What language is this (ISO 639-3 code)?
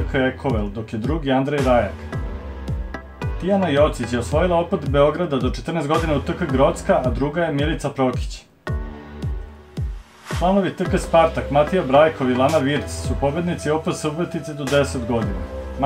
srp